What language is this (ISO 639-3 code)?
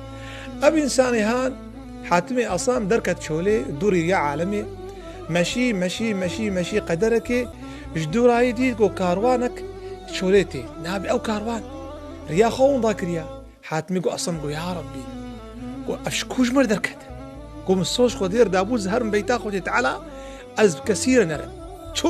kur